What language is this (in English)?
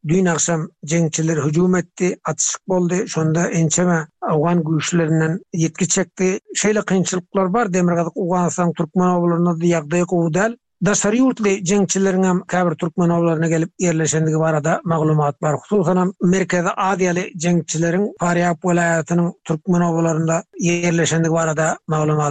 Turkmen